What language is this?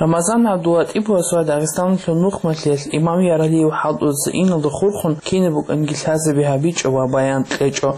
Avaric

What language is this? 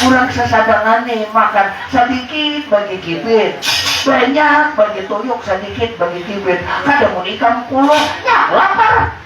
Banjar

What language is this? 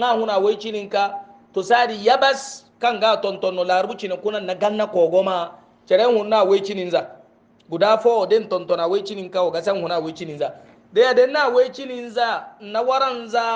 Hausa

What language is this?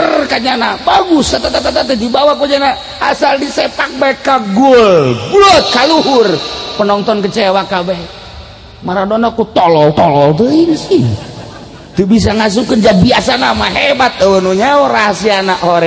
Sundanese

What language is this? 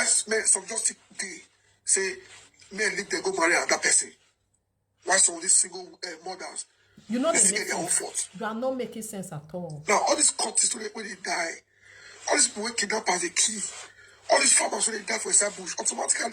Nigerian Pidgin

